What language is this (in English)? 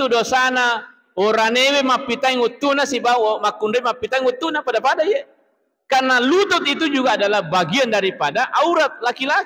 Buginese